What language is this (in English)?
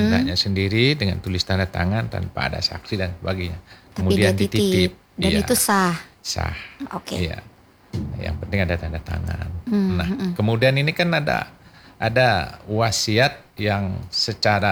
Indonesian